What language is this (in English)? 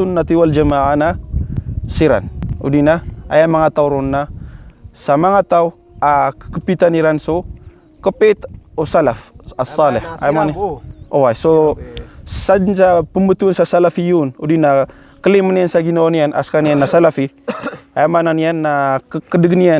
Maranao